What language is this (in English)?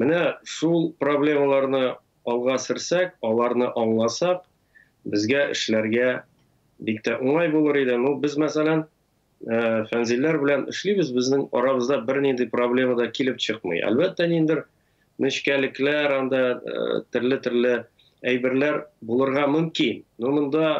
Tatar